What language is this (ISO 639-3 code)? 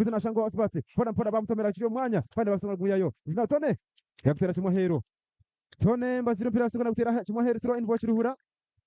nyn